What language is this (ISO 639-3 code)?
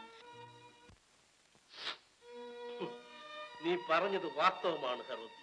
mal